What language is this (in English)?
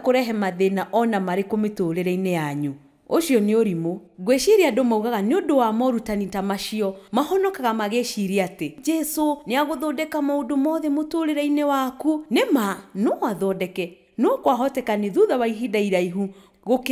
Kikuyu